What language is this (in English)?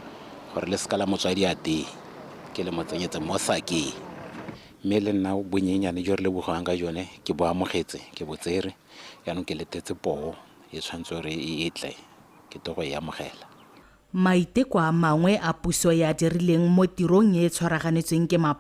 Tswana